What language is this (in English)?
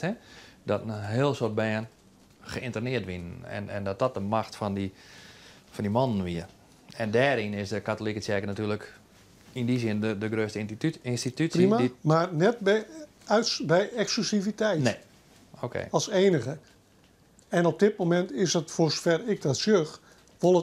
Western Frisian